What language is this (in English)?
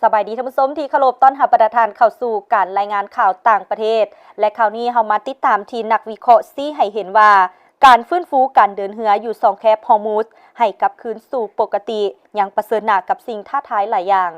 Lao